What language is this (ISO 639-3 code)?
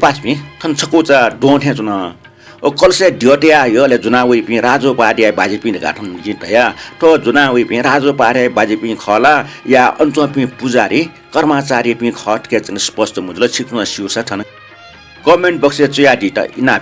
new